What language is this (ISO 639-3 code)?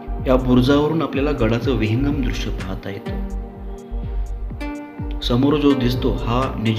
mar